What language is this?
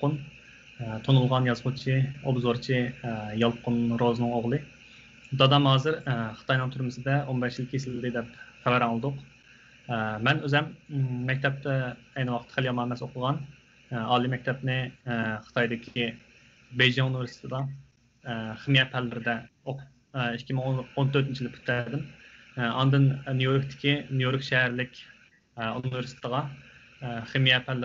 Uyghur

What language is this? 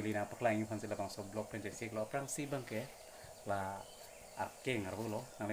Karbi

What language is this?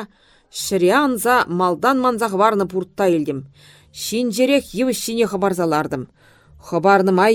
Chuvash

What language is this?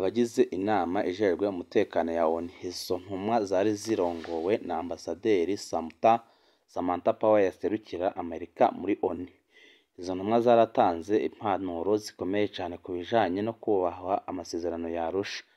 Rundi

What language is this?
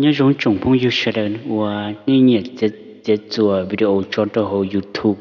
Hmong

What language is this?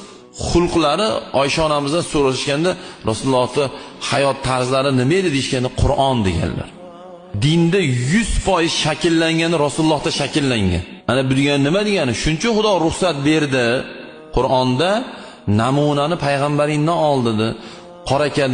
Uzbek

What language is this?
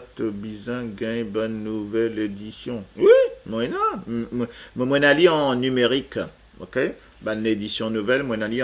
Morisyen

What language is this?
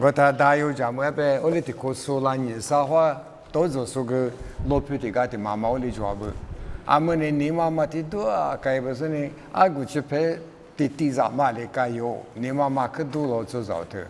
Lisu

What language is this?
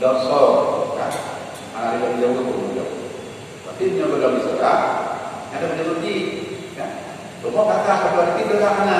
Achinese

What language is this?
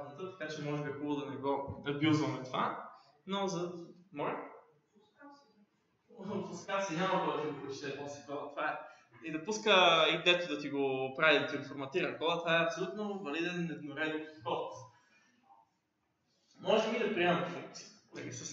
Bulgarian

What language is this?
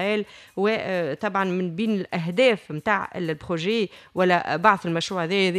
Tunisian Arabic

